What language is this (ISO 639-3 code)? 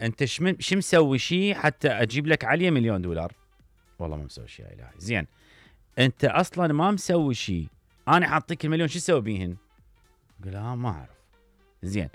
acm